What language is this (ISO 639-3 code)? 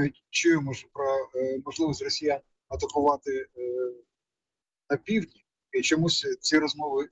ukr